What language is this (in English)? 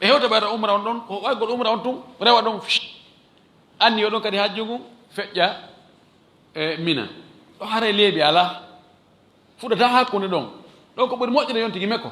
Fula